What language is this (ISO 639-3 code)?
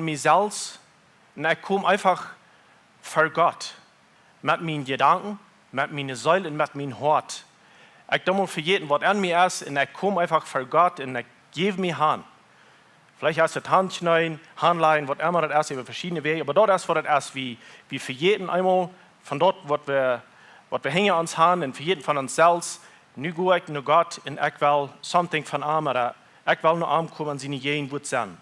pdt